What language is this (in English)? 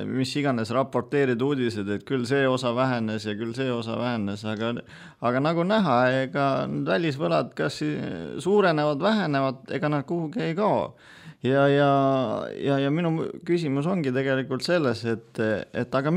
Estonian